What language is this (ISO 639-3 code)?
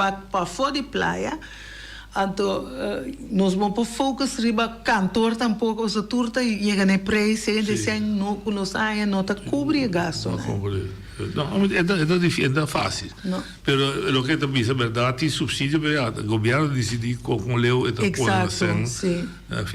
pap